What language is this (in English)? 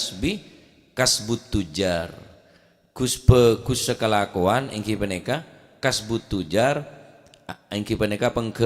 Madurese